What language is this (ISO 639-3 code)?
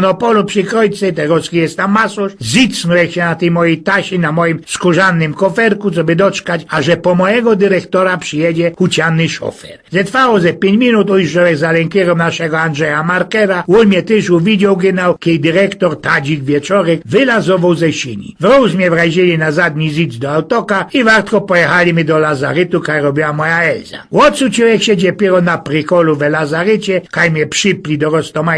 szl